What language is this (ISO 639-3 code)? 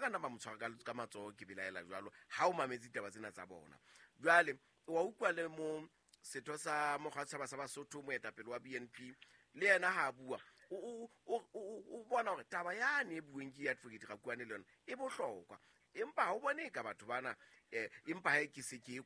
sot